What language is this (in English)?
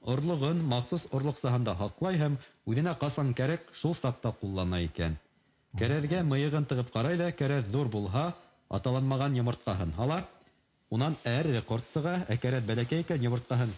Bashkir